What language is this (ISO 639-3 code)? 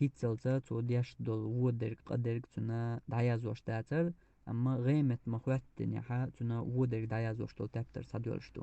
che